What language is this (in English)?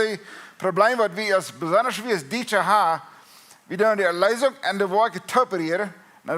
Plautdietsch